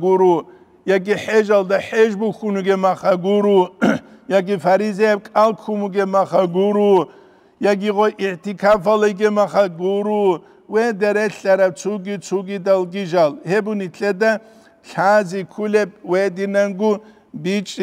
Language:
Avaric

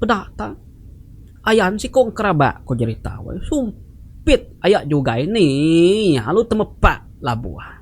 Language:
Iban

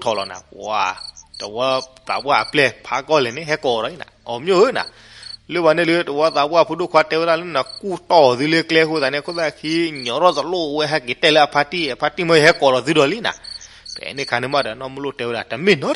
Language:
S'gaw Karen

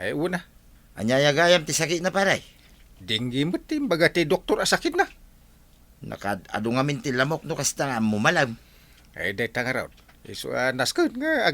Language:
Iloko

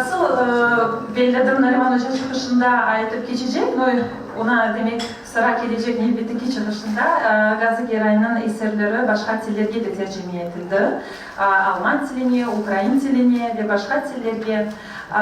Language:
Crimean Tatar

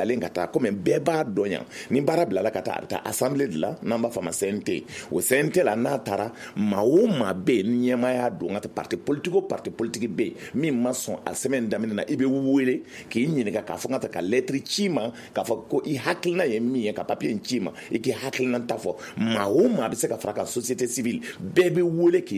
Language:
Bambara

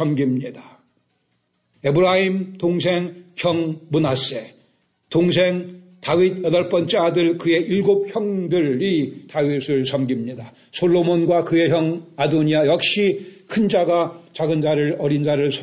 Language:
Korean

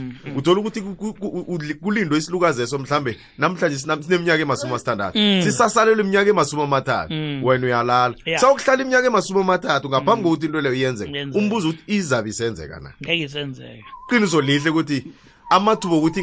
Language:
South Ndebele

